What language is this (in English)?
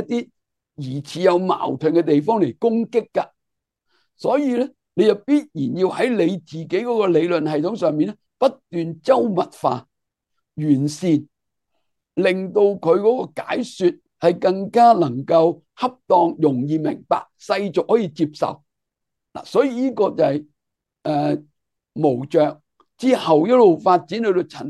Cantonese